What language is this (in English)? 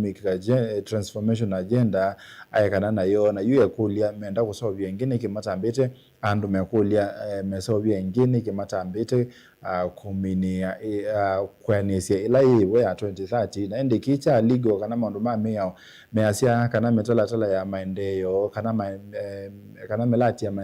Kamba